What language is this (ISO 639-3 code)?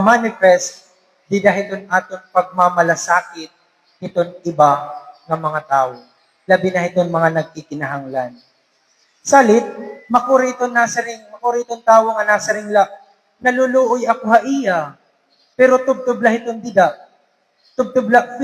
war